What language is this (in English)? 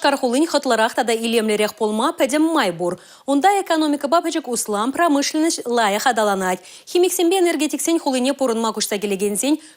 Chuvash